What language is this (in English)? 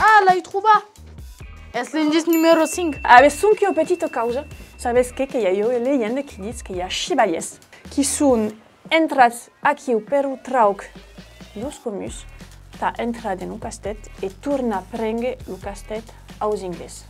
Occitan